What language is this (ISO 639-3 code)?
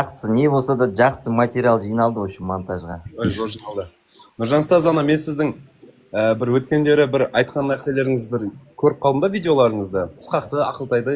kaz